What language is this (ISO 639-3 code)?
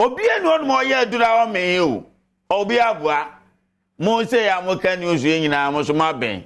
aka